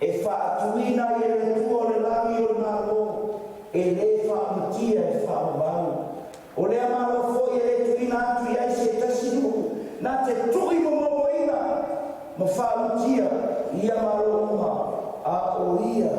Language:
Samoan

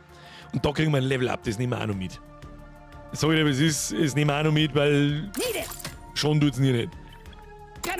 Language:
Bavarian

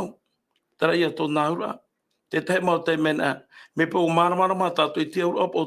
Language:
Tahitian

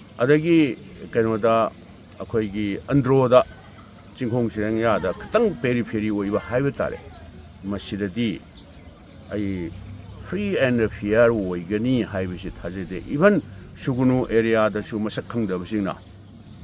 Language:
Manipuri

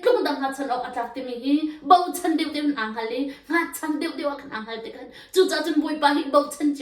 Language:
Hakha Chin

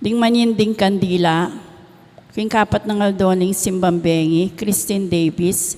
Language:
Pampanga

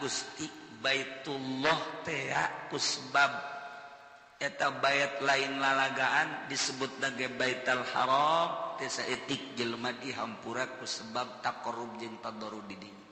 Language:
Sundanese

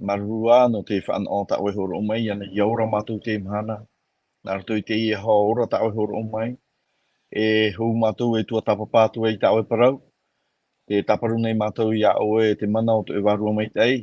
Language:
Tahitian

